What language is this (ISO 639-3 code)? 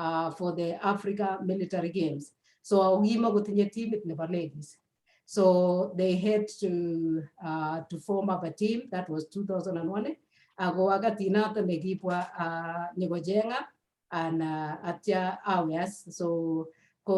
kln